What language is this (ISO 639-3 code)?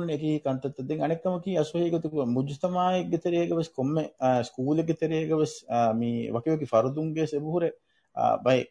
div